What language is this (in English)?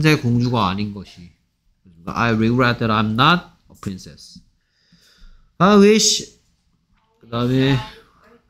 Korean